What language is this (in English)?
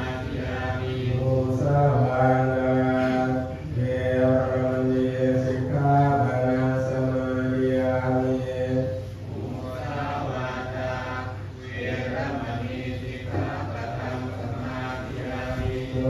Pali